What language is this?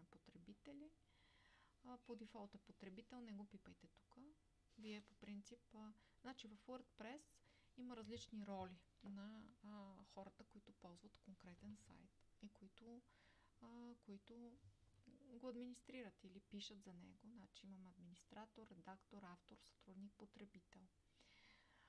Bulgarian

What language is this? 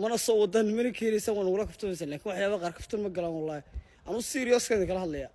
Somali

